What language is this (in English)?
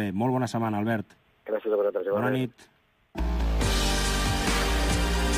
Catalan